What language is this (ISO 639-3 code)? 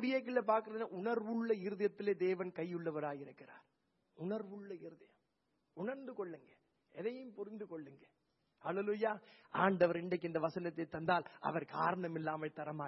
tam